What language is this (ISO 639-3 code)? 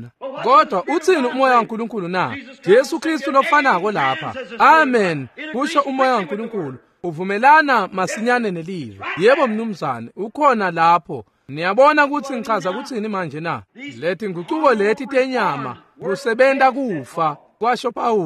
ssw